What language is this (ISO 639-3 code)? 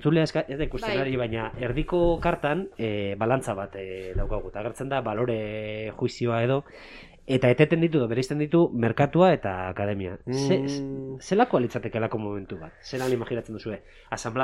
eus